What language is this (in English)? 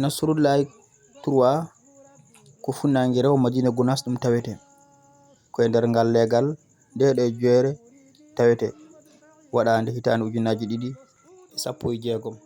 Fula